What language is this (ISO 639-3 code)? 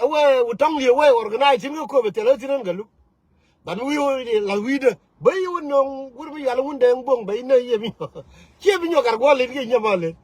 nus